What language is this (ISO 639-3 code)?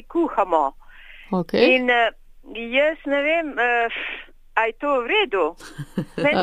slv